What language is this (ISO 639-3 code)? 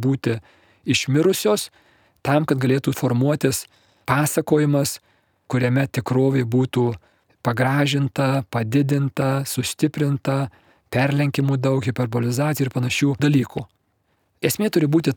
lit